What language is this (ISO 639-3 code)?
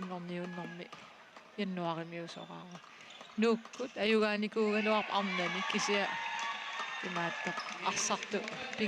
kal